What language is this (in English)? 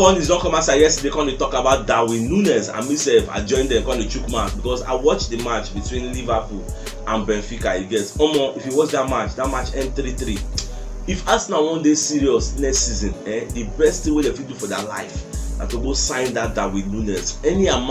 Nigerian Pidgin